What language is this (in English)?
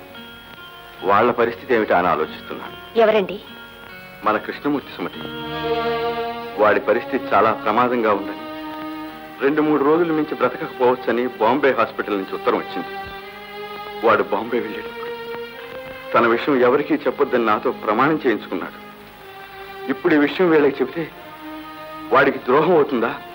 Telugu